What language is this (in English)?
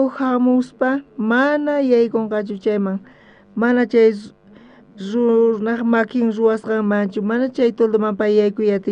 South Bolivian Quechua